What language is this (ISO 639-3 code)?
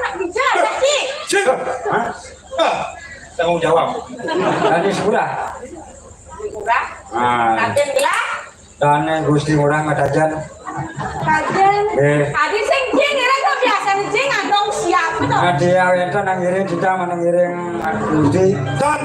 ban